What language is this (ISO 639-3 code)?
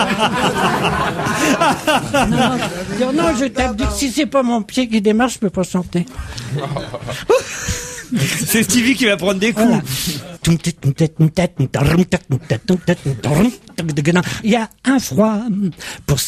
fra